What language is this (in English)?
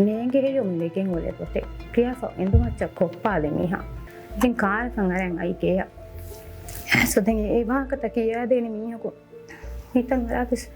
Divehi